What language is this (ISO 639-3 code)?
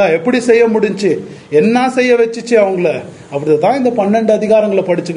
tam